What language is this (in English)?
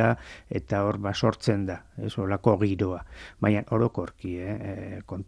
Basque